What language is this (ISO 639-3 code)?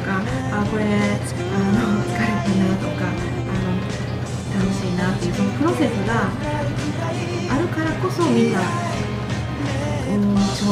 jpn